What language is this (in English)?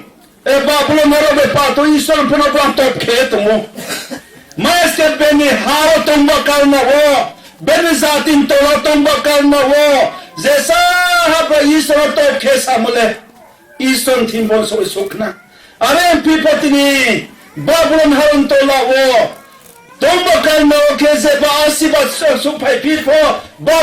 Riang (India)